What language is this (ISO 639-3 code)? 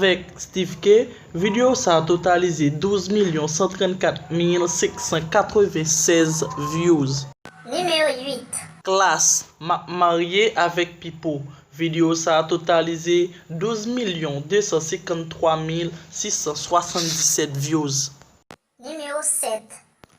hat